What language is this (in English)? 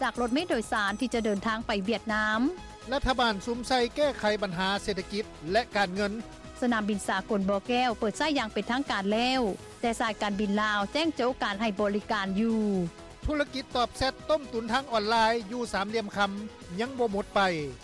Lao